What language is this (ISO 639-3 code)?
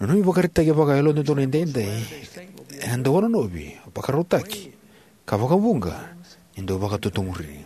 fij